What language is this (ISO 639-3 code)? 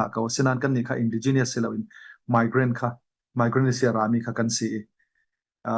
cfm